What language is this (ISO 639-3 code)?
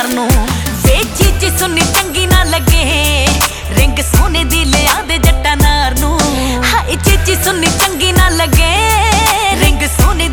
pan